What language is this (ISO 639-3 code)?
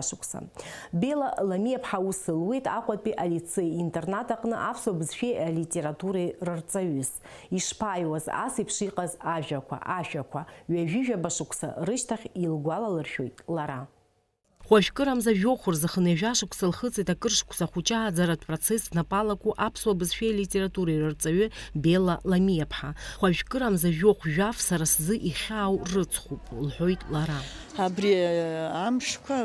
abk